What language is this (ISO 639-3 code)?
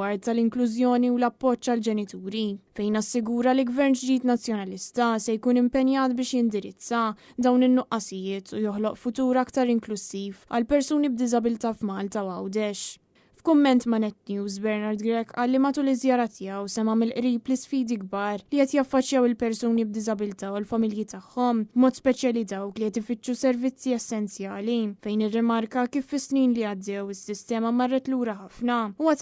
mlt